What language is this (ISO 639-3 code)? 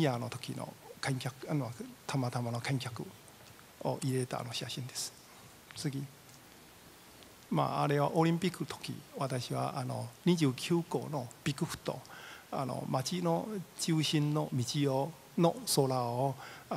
jpn